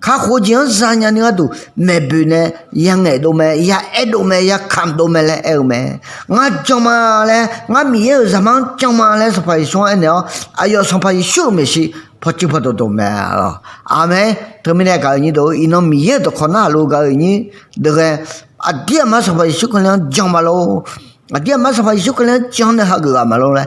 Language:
Akha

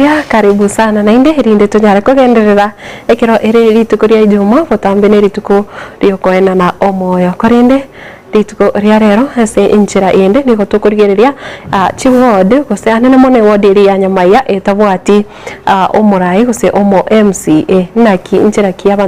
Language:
Gusii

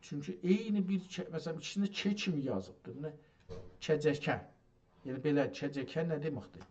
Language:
South Azerbaijani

